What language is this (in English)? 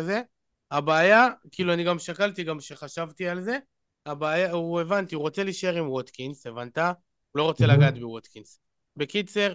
Hebrew